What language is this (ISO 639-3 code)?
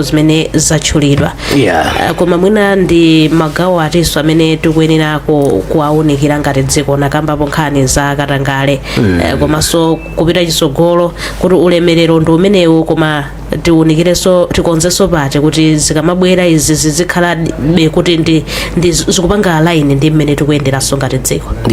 nya